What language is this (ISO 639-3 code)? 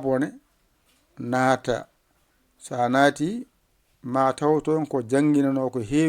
ful